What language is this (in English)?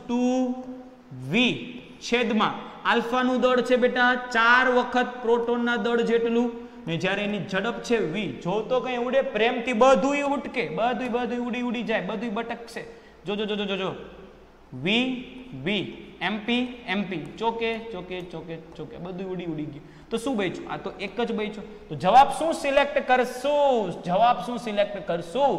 Gujarati